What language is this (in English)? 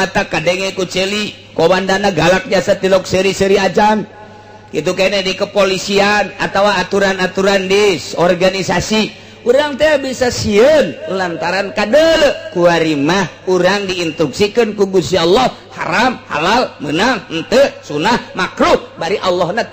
Sundanese